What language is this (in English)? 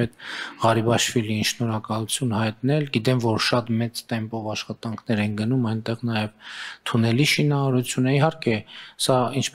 Armenian